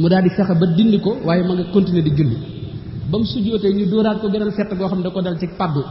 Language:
Wolof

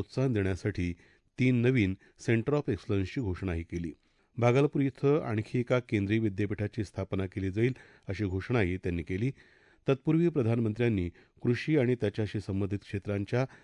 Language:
Marathi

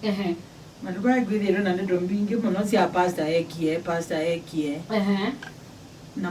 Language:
Kamba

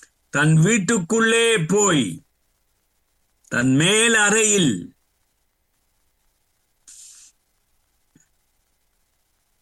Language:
Tamil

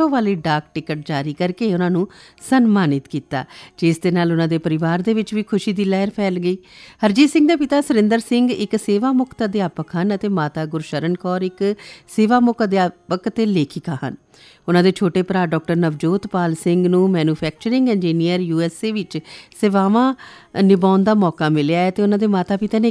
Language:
Punjabi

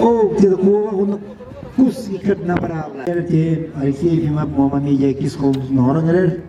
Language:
Yakut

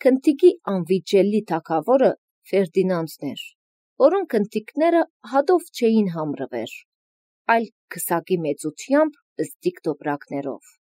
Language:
Armenian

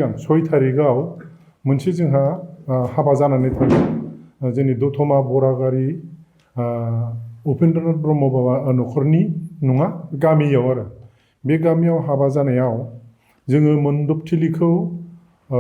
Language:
Bodo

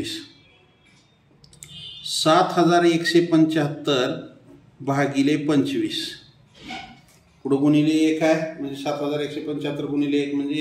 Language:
Marathi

